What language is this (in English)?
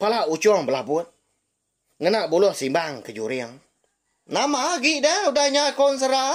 Iban